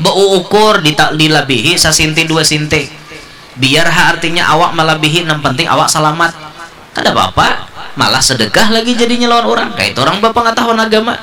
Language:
Banjar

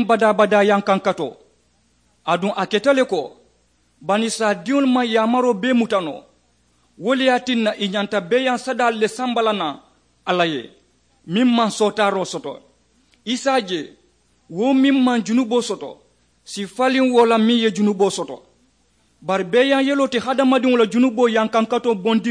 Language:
Mandingo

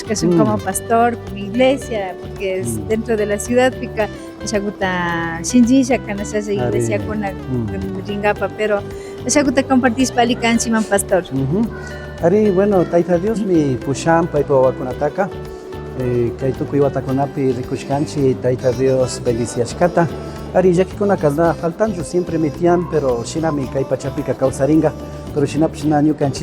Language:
Imbabura Highland Quichua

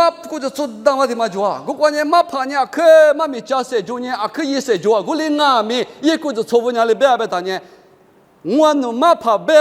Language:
Lisu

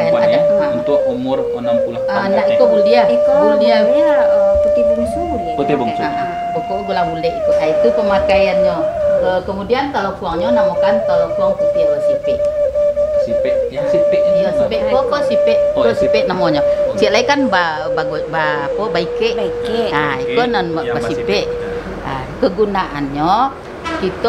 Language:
Minangkabau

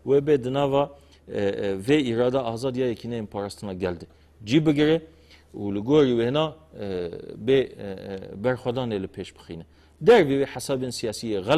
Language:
Kurdish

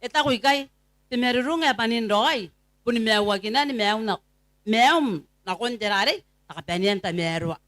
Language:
Gilbertese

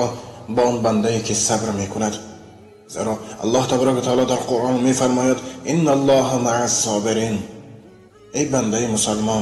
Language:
Tajik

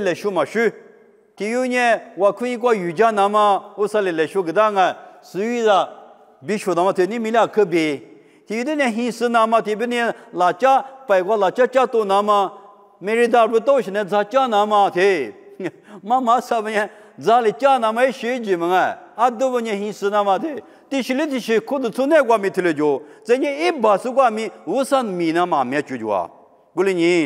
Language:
Lisu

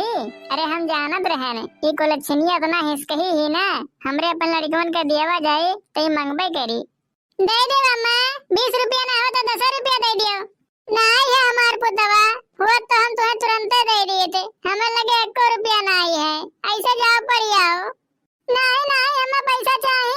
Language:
Awadhi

